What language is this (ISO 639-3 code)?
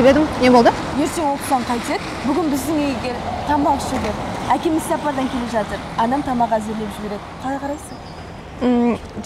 kaz